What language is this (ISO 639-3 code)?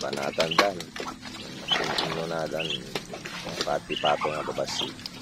ilo